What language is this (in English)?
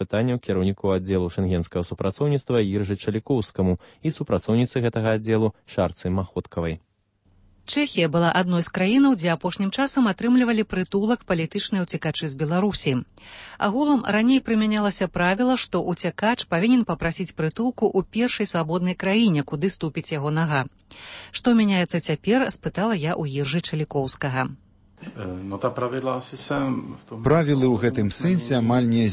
Belarusian